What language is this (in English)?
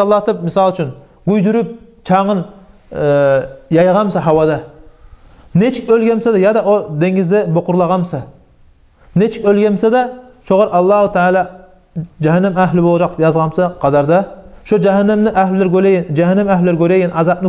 Kumyk